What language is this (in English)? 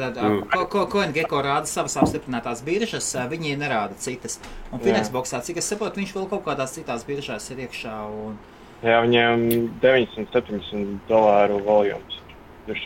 Latvian